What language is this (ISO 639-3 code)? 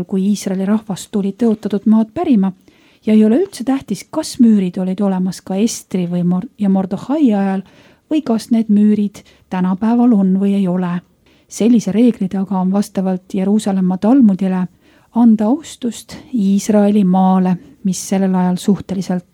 est